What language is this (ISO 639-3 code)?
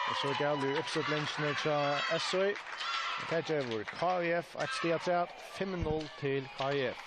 fao